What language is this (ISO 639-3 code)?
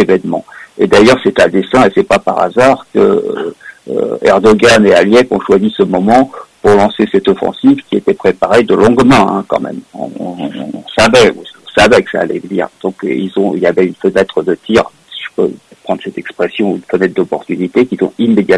fra